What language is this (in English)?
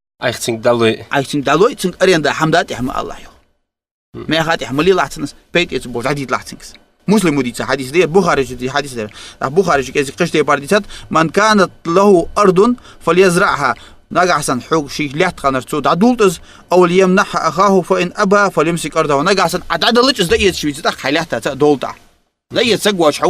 Ingush